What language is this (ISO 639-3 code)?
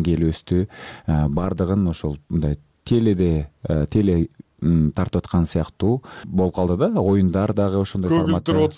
kir